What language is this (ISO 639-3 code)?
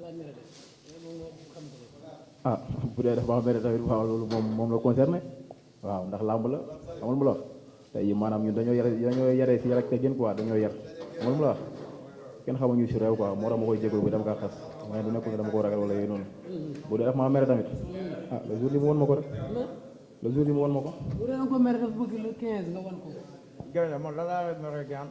wol